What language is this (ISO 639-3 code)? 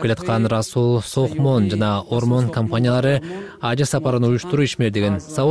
kir